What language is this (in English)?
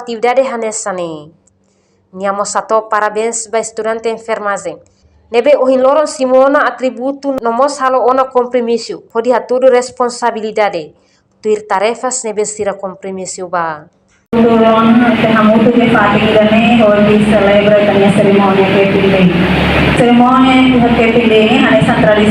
Tetum